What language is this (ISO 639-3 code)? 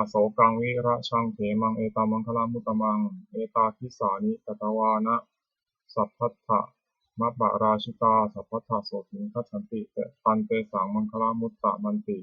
pli